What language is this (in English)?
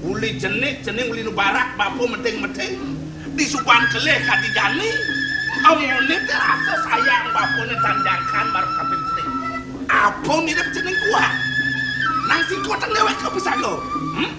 Balinese